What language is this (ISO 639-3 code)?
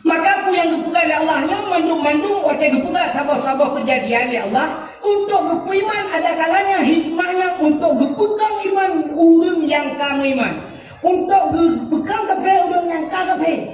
ace